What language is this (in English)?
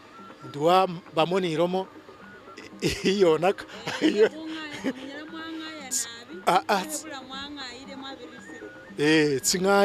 Masaaba